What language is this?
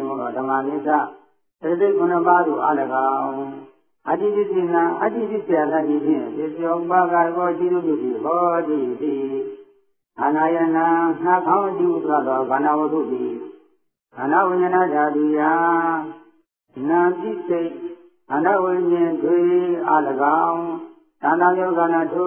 Burmese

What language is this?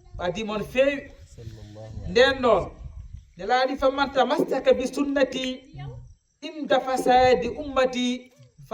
Fula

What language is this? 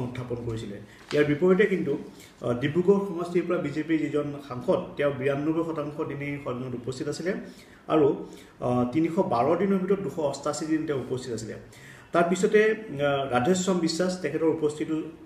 Assamese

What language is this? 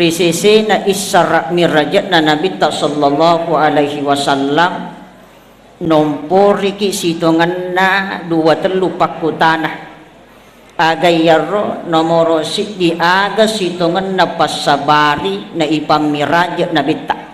Buginese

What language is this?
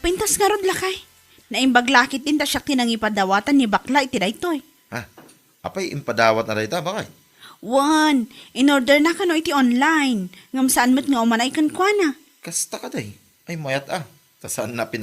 Iloko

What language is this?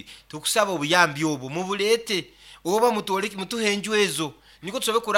Nyankole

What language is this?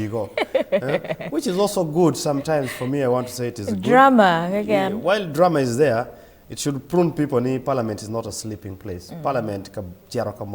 Acoli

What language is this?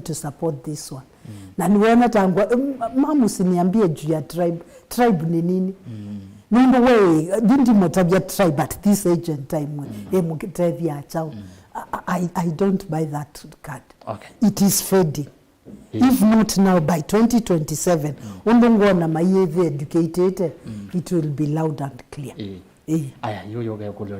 Kamba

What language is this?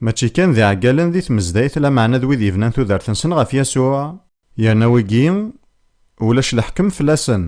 Kabyle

